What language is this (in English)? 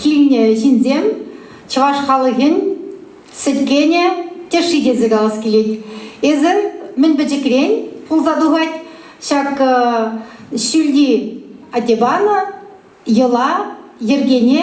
Chuvash